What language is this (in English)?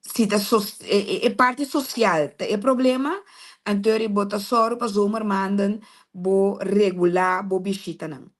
Papiamento